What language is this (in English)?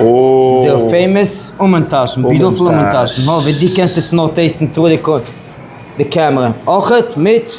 Yiddish